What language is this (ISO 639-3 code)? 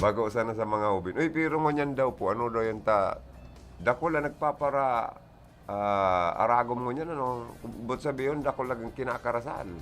bik